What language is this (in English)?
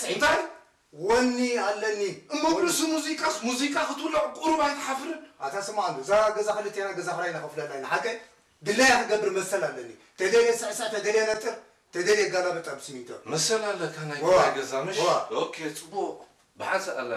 Tigrinya